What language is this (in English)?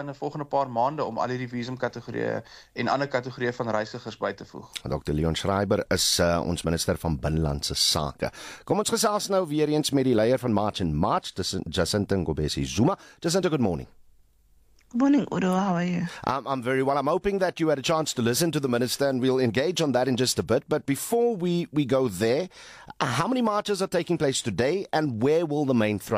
Afrikaans